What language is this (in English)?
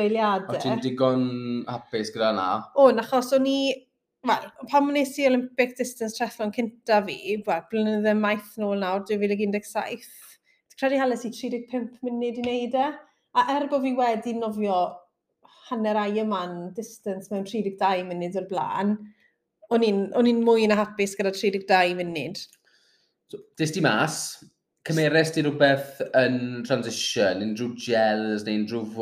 Welsh